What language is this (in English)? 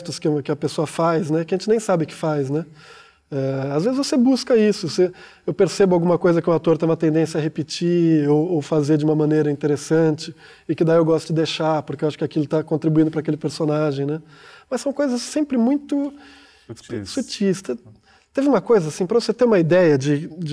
Portuguese